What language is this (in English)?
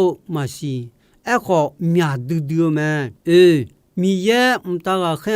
Akha